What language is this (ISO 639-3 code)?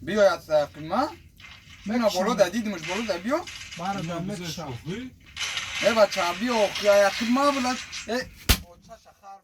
tgk